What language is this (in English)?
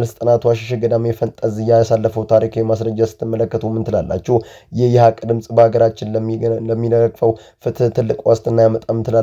Amharic